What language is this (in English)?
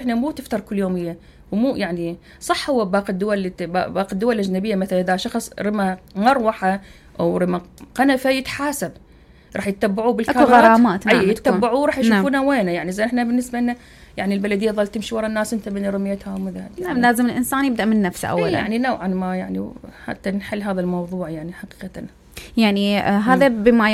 Mesopotamian Arabic